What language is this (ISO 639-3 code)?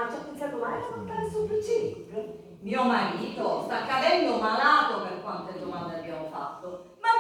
scn